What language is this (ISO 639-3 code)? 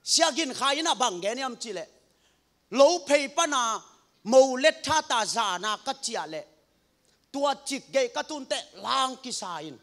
ctd